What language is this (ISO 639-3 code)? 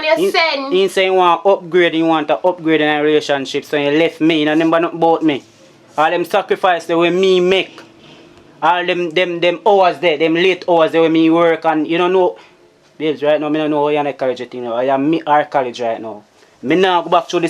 jam